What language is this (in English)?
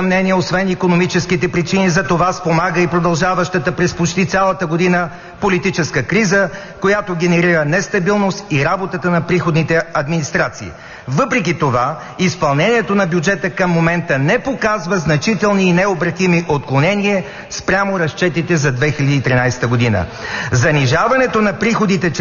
Bulgarian